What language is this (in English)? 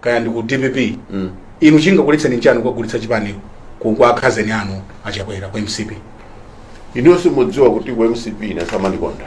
Nyanja